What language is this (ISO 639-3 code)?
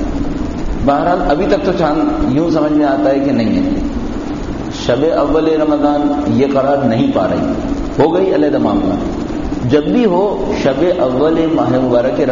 urd